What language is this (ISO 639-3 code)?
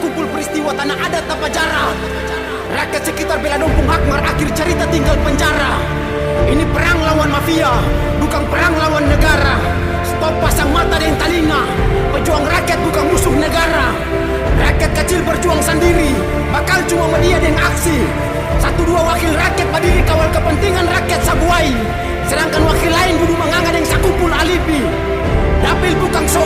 abs